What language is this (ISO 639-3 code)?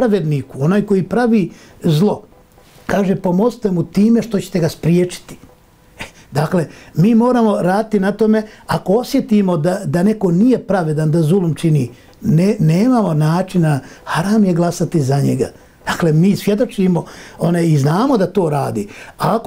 bos